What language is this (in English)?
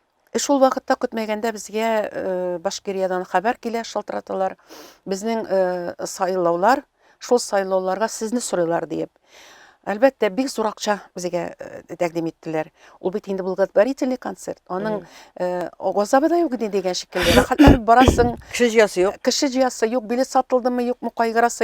Tatar